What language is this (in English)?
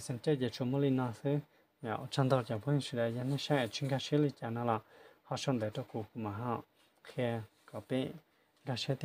Hmong